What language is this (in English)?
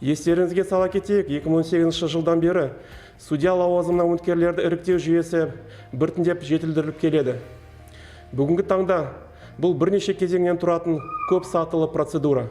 Kazakh